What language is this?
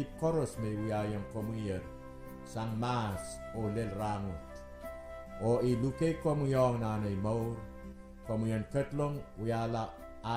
Pohnpeian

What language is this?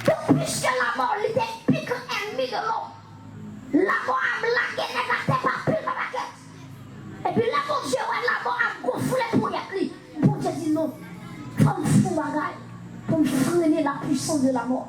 Haitian Creole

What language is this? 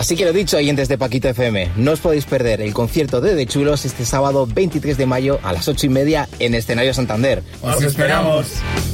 Spanish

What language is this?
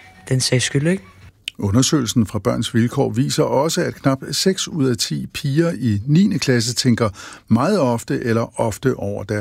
Danish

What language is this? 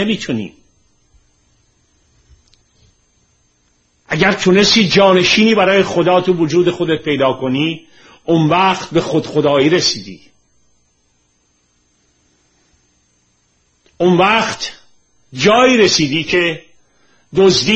Persian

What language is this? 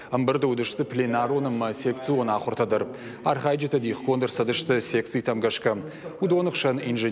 Ossetic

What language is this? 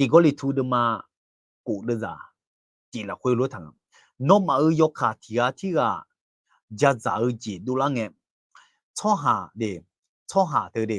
Akha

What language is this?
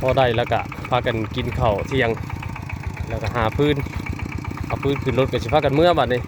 Northeastern Thai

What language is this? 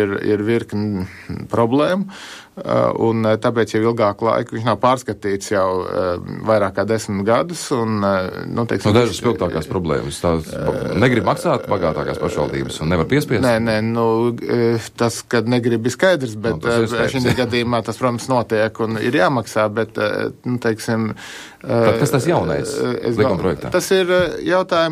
Latvian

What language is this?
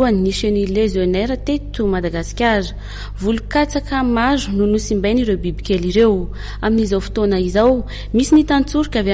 Malagasy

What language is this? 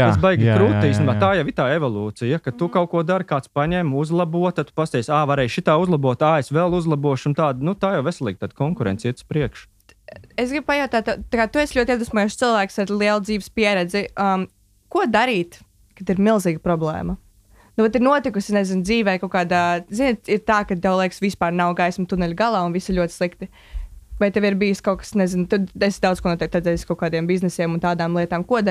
Latvian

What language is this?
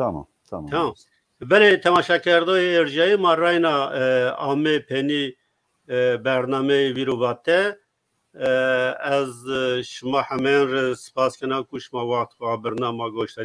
Zaza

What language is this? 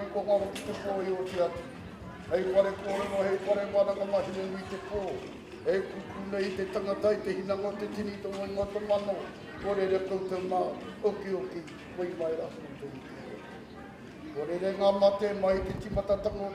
Māori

